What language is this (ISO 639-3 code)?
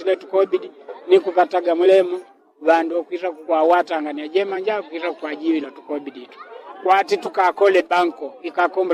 yao